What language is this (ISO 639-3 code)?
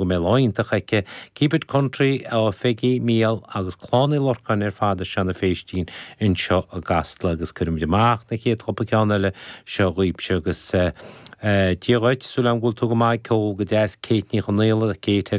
gle